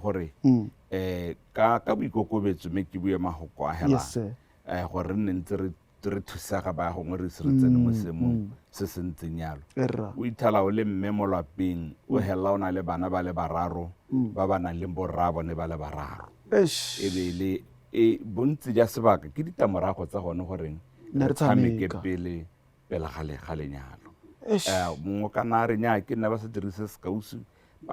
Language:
Tswana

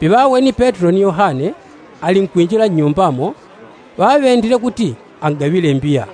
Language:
Yao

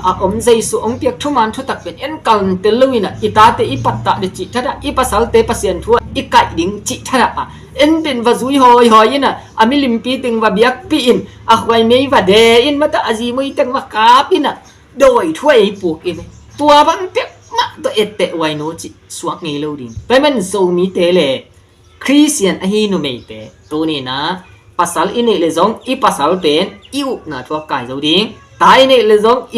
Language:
Tedim Chin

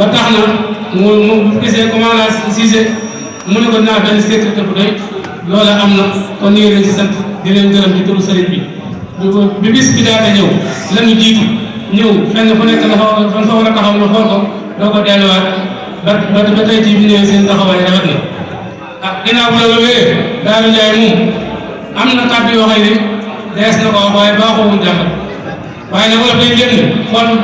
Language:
Wolof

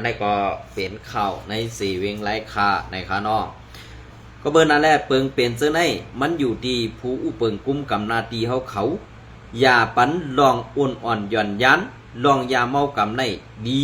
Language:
Shan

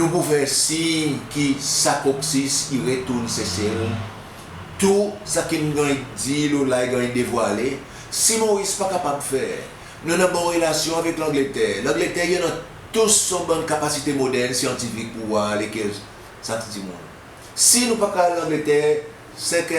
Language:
Seselwa Creole French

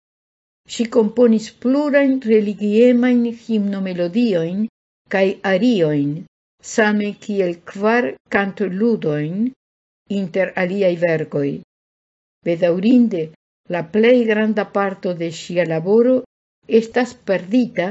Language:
Esperanto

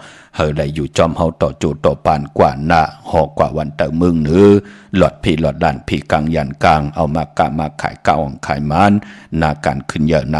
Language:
Shan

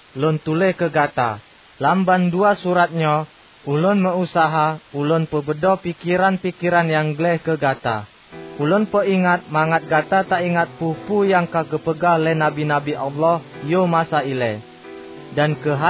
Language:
Achinese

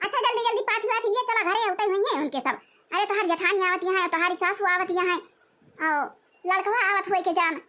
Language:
Awadhi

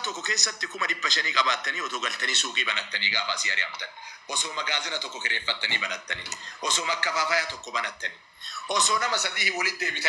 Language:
Oromo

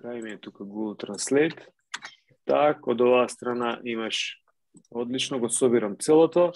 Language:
Macedonian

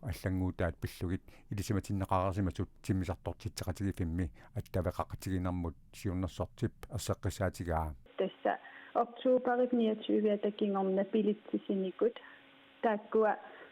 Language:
Kalaallisut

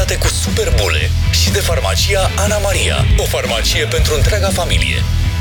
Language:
Romanian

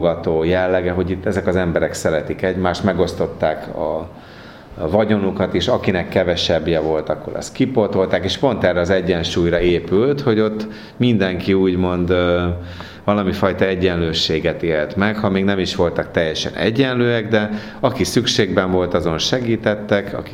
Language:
Hungarian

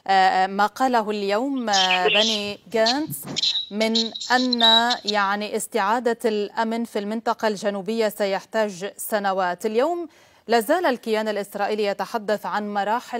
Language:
Arabic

